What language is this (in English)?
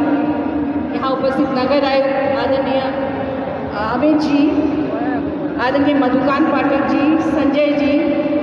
Hindi